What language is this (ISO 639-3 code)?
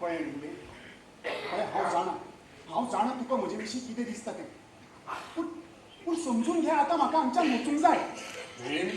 kok